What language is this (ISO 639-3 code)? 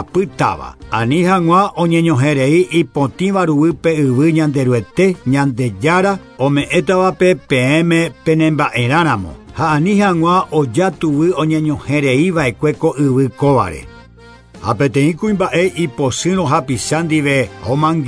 grn